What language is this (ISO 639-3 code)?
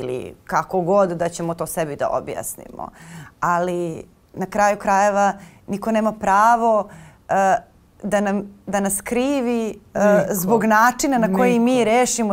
srp